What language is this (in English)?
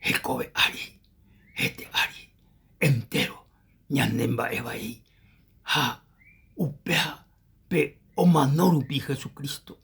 Guarani